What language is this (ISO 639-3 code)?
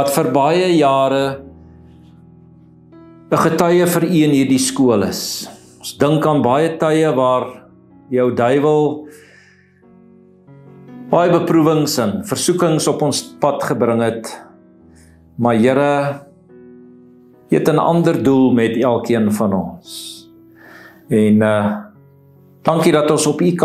afr